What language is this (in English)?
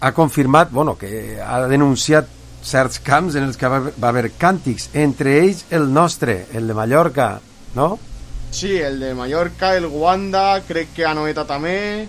Catalan